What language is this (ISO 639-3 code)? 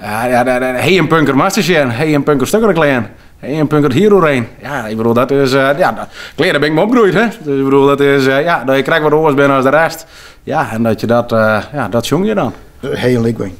fry